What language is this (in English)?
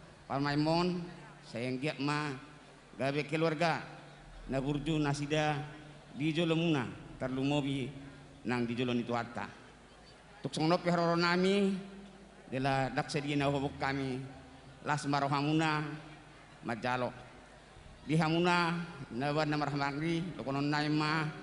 Batak Toba